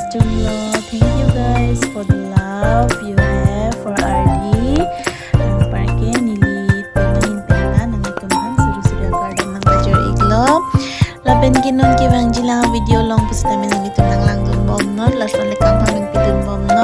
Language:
Karbi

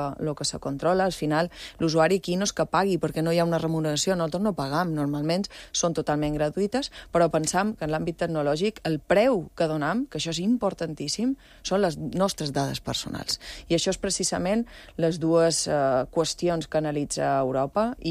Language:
Catalan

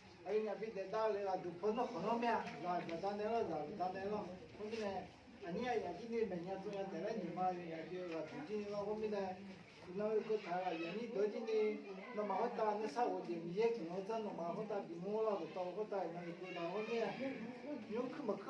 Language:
Akha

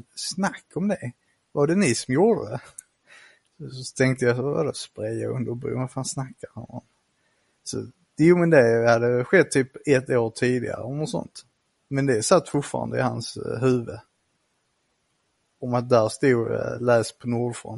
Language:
Swedish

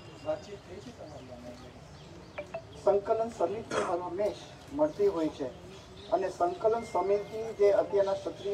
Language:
Gujarati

